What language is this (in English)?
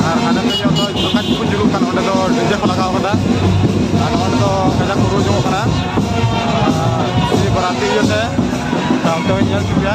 Santali